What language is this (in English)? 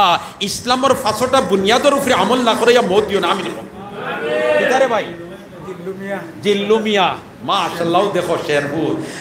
Sylheti